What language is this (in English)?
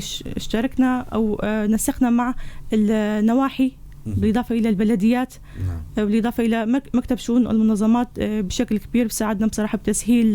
North Levantine Arabic